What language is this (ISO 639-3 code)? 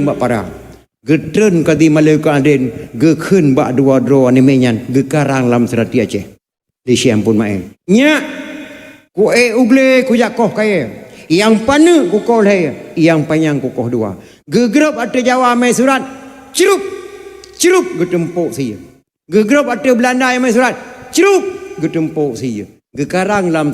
ace